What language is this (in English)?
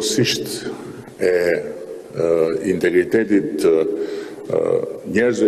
Albanian